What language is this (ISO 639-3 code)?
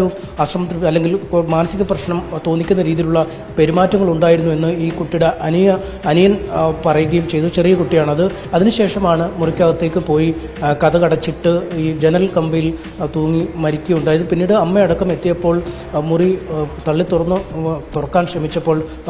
mal